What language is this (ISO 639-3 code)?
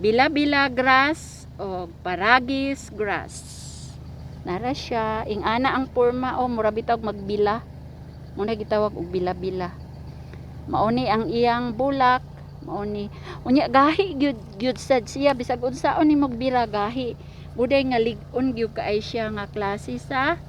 ceb